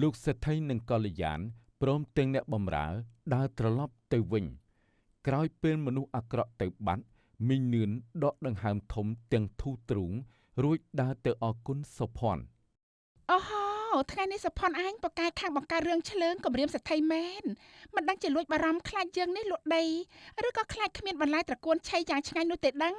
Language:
Khmer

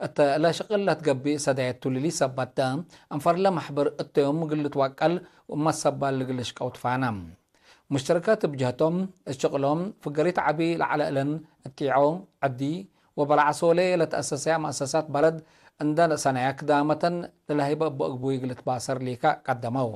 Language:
Tigre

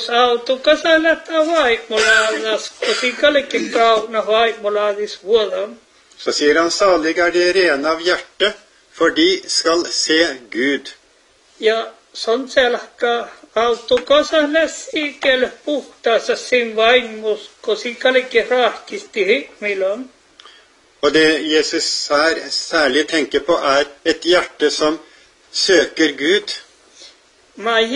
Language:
Norwegian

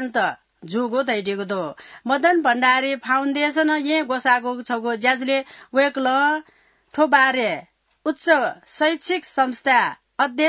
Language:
Newari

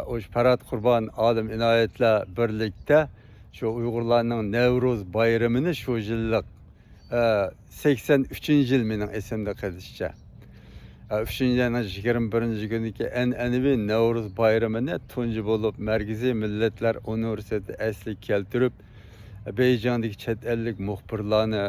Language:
Uyghur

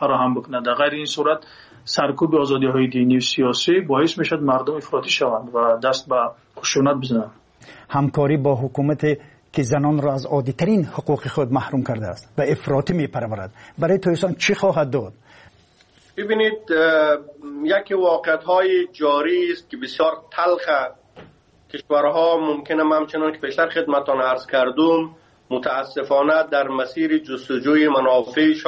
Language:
Persian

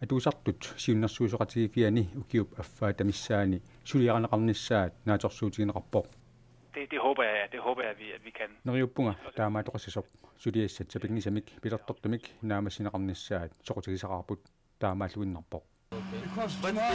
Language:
Kalaallisut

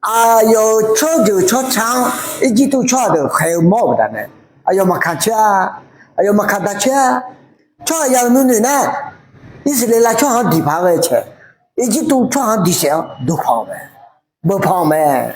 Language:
Akha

